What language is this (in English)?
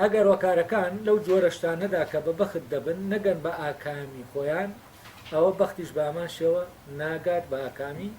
Central Kurdish